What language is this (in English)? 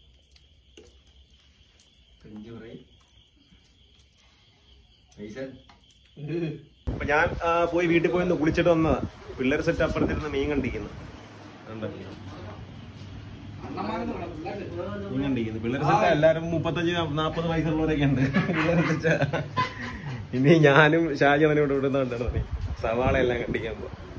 Malayalam